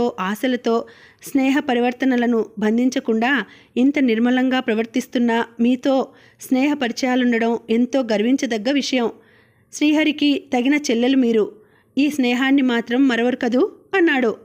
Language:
Telugu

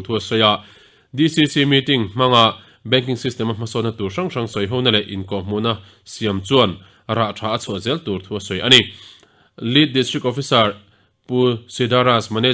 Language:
Mizo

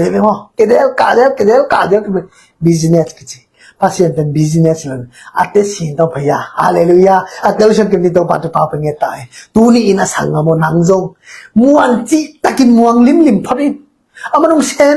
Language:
Tedim Chin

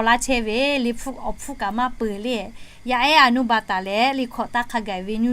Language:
Lahu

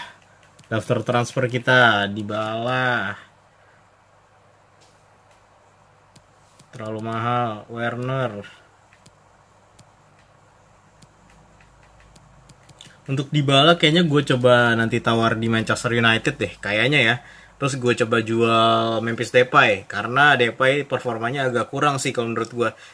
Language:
Indonesian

